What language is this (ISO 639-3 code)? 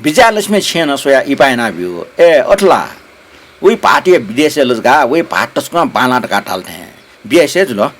new